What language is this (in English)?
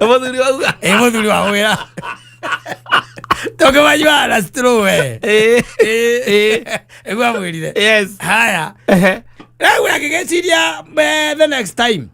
Kikuyu